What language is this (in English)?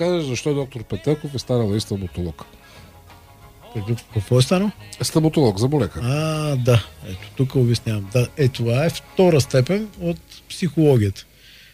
Bulgarian